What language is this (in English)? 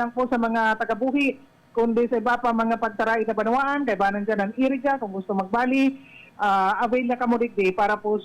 Bikol